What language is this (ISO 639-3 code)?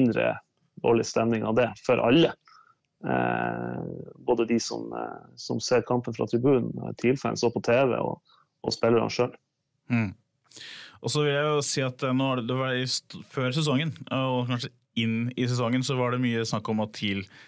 nor